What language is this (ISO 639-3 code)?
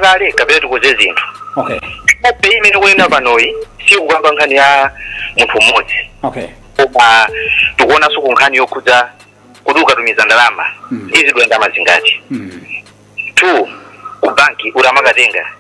nya